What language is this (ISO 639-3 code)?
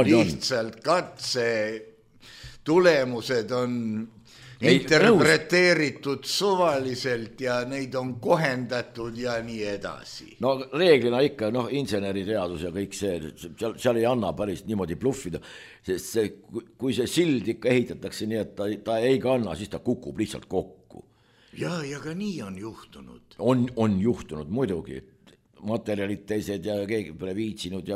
est